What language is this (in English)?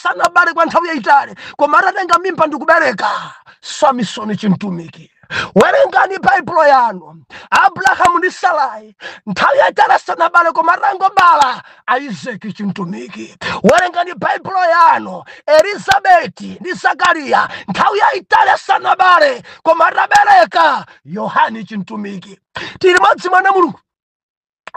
Nyanja